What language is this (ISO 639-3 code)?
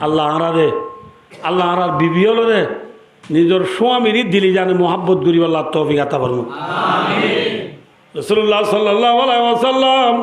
rhg